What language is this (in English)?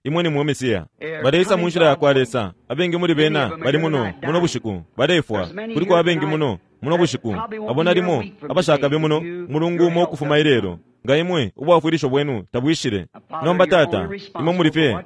Bemba